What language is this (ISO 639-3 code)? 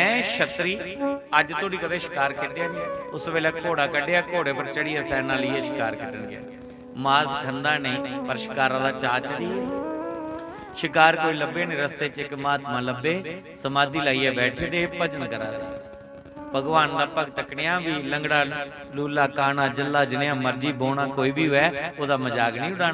doi